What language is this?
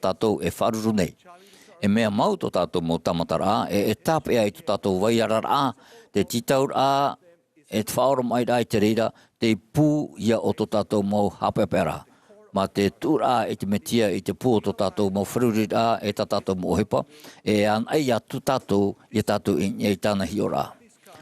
Tahitian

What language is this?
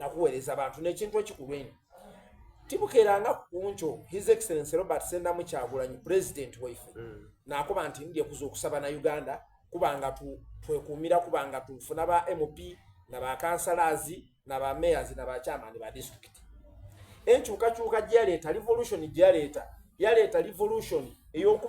Soga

